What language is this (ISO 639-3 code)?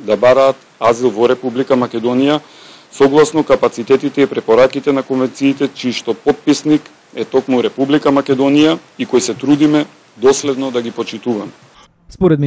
mkd